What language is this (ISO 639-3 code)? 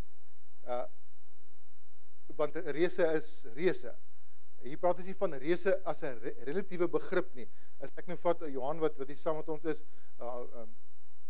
afr